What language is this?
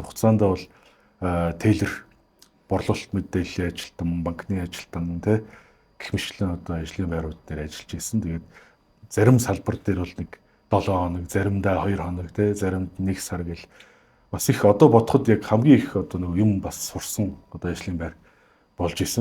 Mongolian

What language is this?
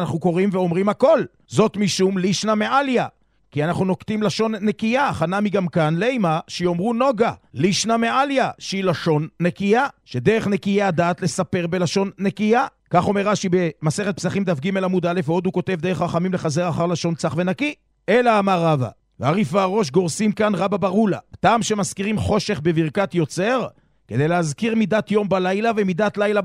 Hebrew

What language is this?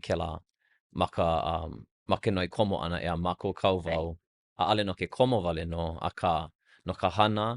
Hawaiian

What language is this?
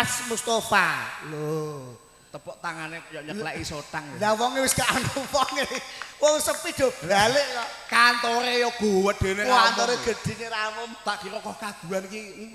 Javanese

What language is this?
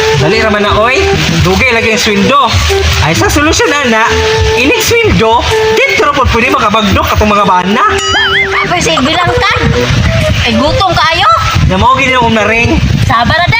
Cebuano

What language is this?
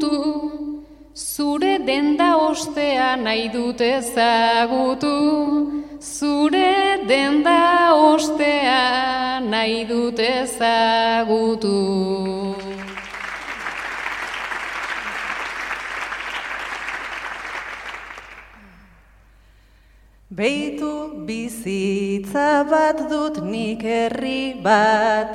Basque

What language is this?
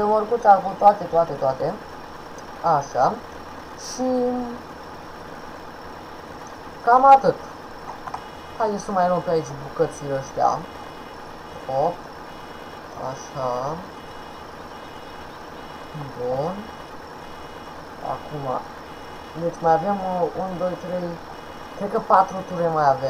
Romanian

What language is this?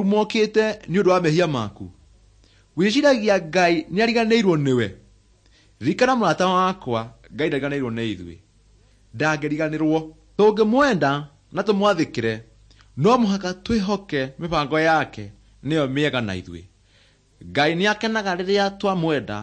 Kikuyu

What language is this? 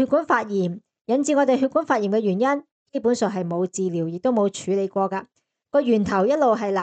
Cantonese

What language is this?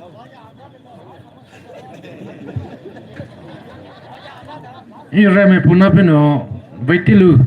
Poumei Naga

